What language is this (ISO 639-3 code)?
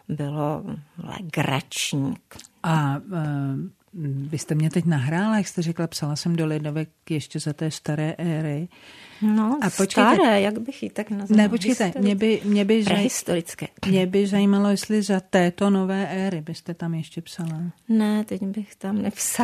ces